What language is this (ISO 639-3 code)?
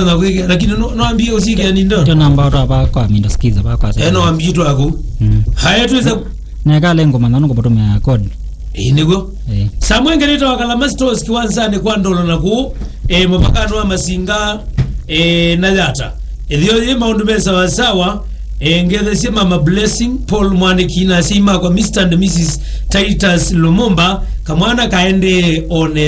kam